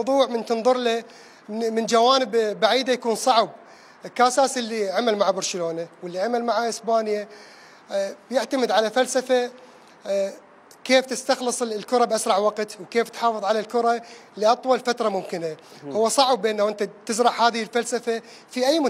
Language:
Mesopotamian Arabic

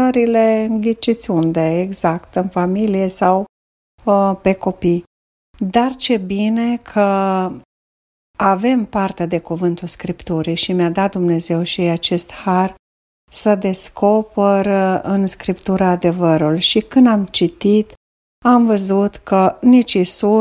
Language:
Romanian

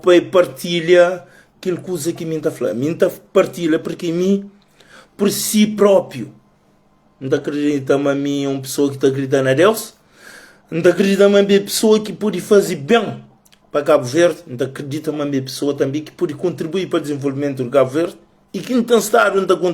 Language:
Kabuverdianu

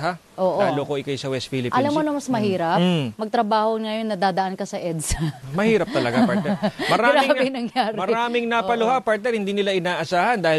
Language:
Filipino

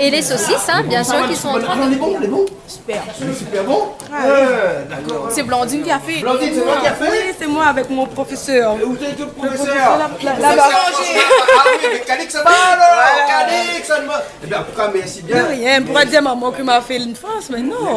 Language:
Réunion Creole French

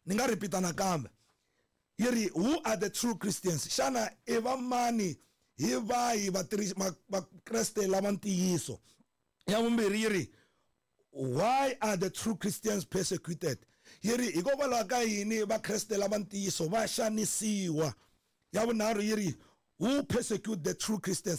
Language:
Tsonga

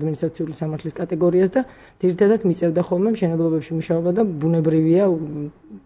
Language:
Georgian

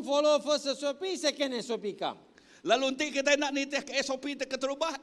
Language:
Iban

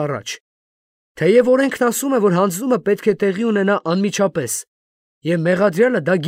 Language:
Armenian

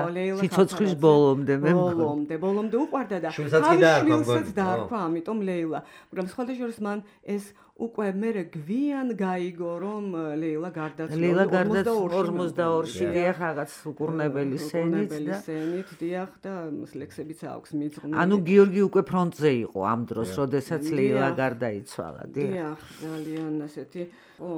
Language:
Georgian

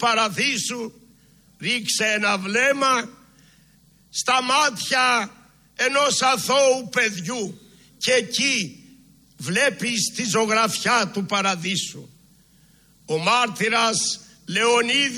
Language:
Greek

